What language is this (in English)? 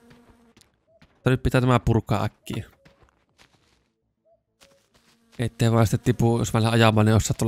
Finnish